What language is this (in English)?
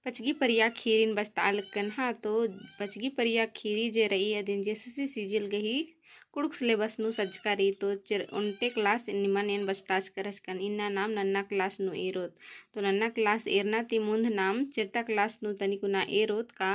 Kurukh